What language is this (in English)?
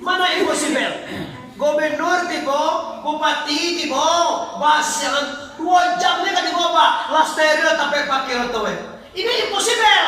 Minangkabau